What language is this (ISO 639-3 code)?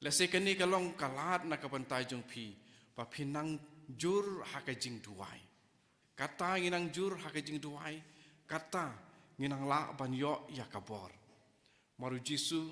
kha